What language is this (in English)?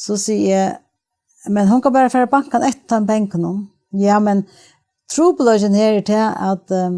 Faroese